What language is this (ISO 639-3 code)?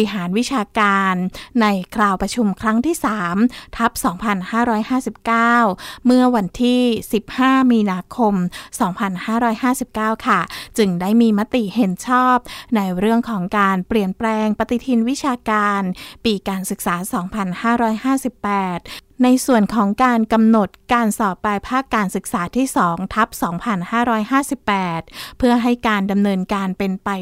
tha